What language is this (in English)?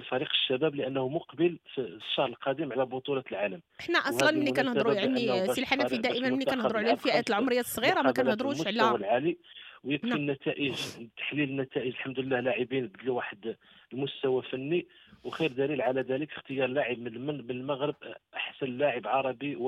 Moroccan Arabic